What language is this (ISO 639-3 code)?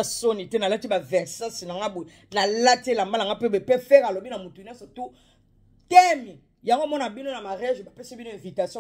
lin